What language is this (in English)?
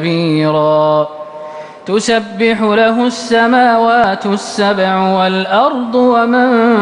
Arabic